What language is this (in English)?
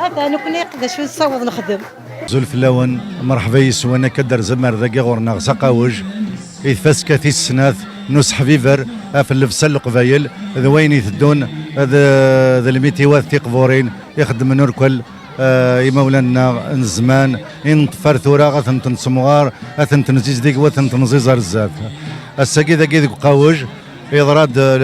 Kabyle